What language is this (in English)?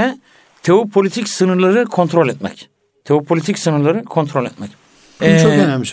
Turkish